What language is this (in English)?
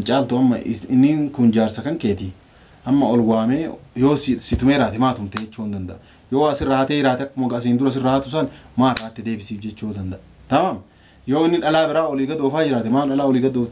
Oromo